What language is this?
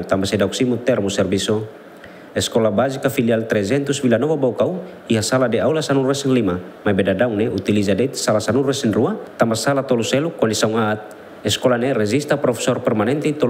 Tetum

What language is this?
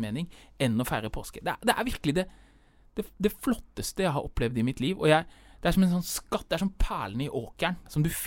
Norwegian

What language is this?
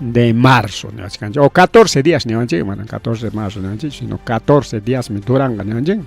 Ayacucho Quechua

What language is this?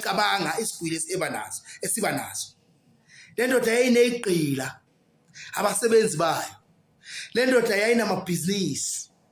Zulu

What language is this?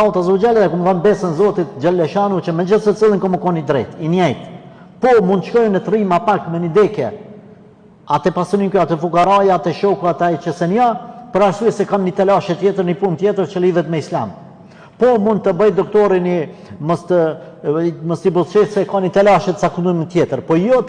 Albanian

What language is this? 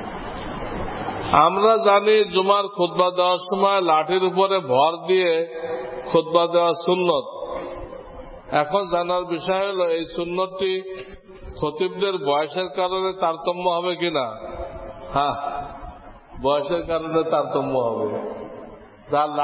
Bangla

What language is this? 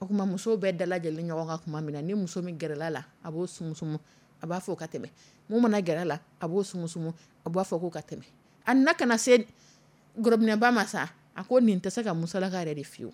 Dyula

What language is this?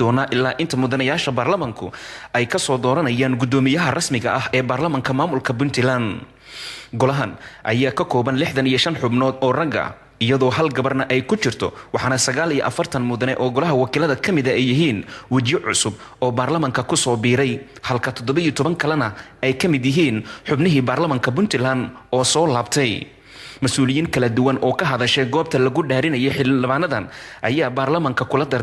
Somali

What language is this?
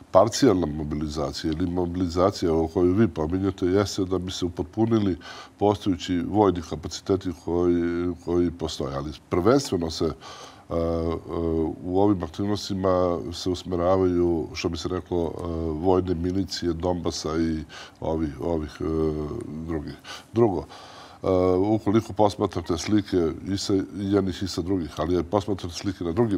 Serbian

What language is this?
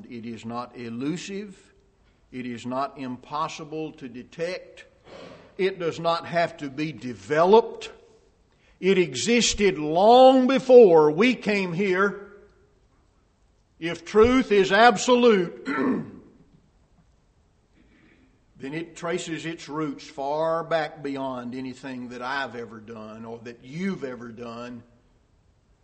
English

